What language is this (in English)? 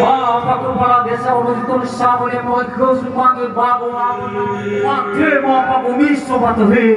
Nias